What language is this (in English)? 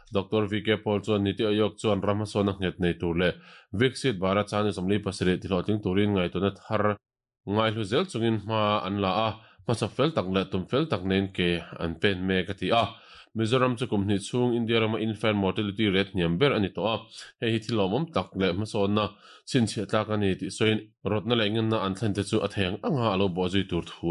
Mizo